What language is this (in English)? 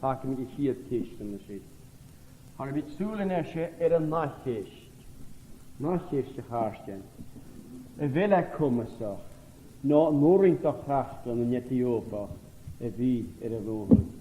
Scottish Gaelic